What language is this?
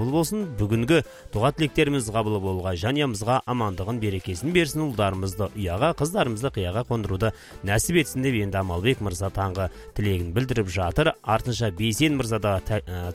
Kazakh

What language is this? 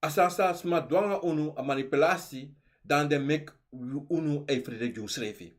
Sranan Tongo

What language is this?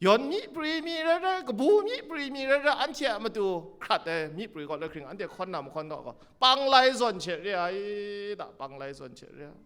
Kachin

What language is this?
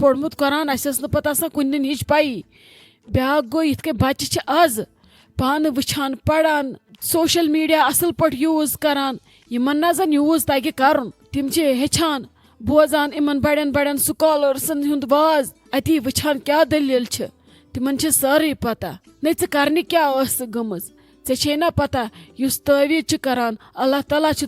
Kashmiri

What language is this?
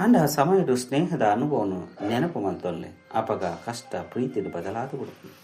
Tulu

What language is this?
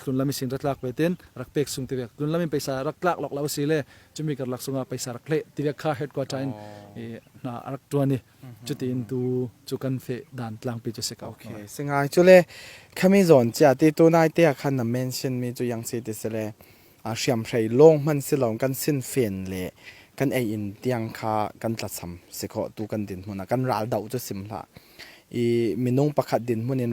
Falam Chin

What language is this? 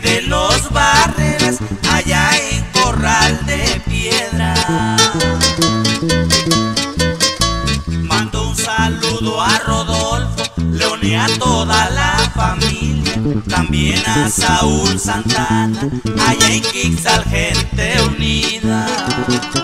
Spanish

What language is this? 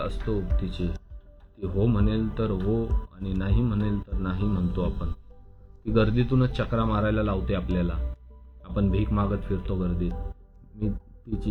Marathi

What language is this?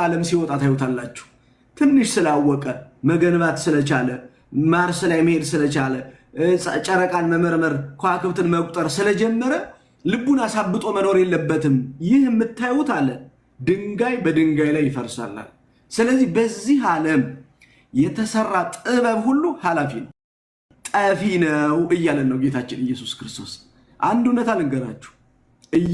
Amharic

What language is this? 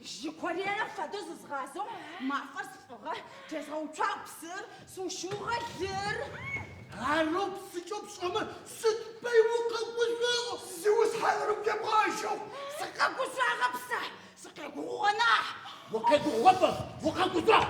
Adyghe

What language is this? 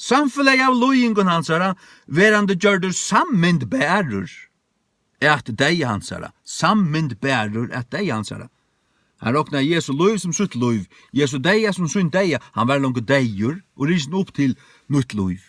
Faroese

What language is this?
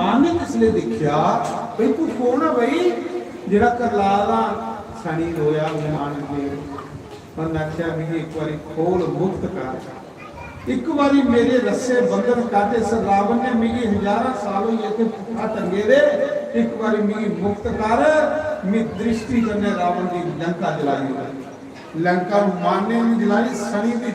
Dogri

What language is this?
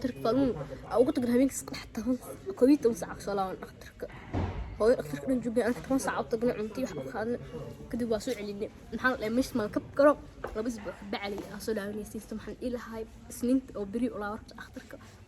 Somali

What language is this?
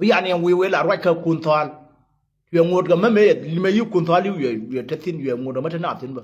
Nuer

